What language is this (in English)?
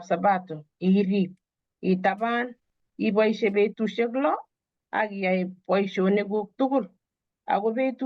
Kalenjin